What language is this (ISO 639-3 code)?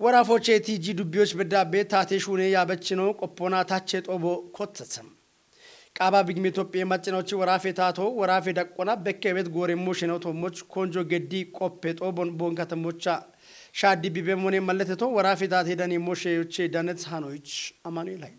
kbr